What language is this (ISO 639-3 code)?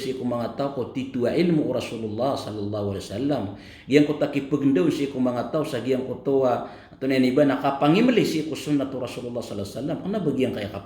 mrw